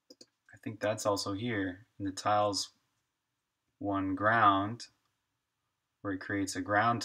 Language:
English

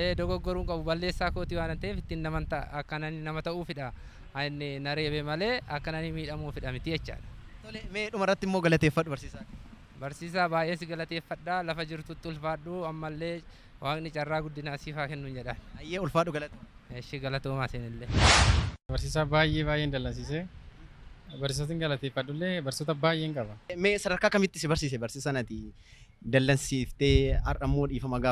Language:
Oromo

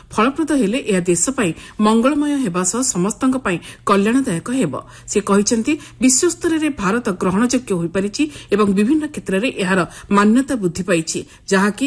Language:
Odia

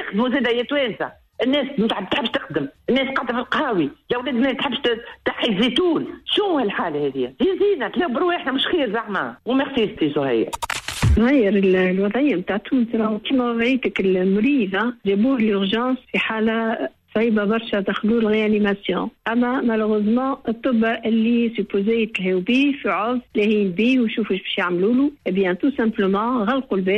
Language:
Tunisian Arabic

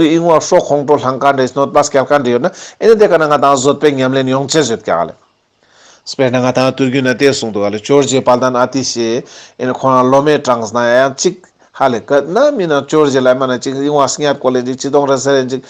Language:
Ladakhi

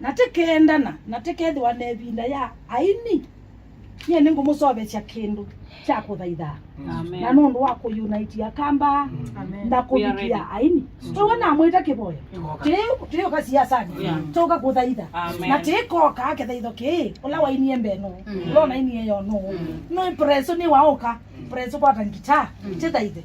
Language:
Kamba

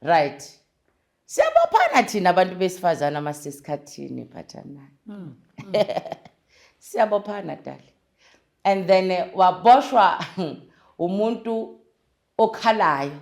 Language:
Zulu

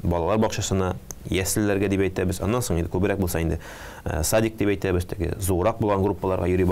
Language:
Tatar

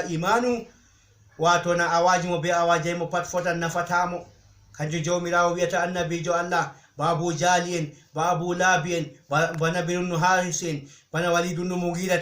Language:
Fula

